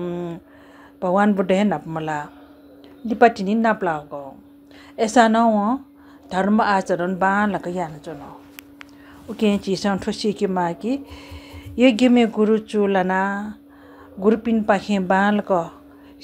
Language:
Newari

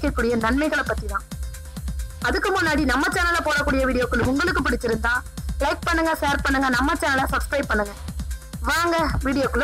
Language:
Tamil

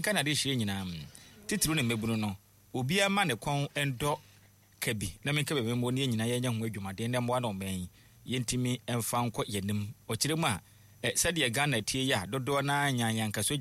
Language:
Akan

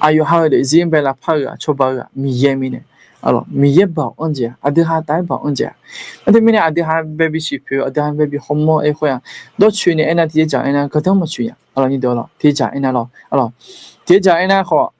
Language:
Akha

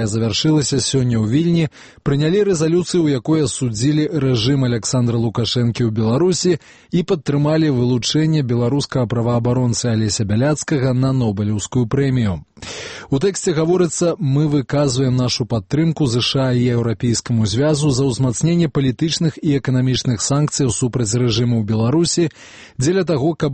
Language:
Belarusian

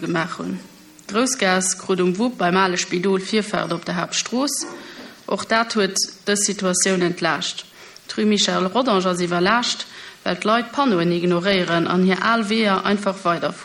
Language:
Luxembourgish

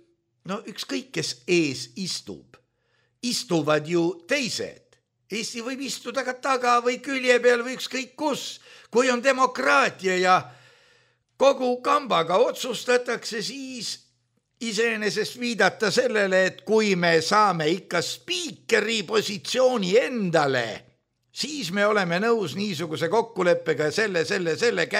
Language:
Estonian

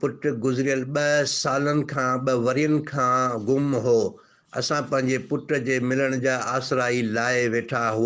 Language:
Sindhi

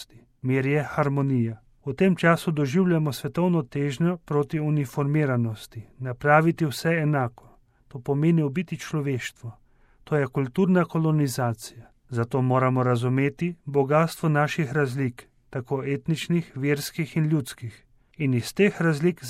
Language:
Slovenian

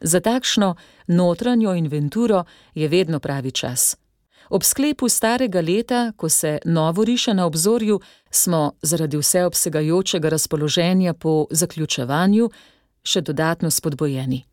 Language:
Slovenian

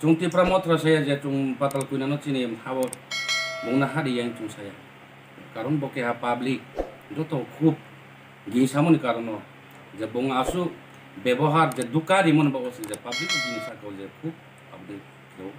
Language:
Kok Borok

